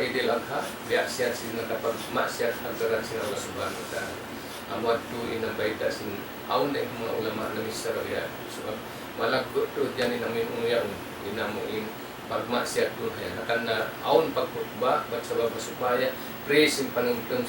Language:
Tausug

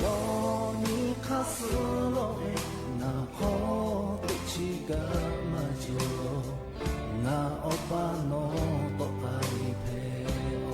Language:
Lahu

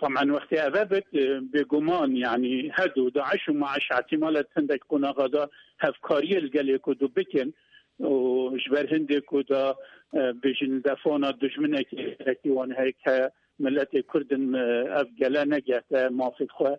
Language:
Kurdish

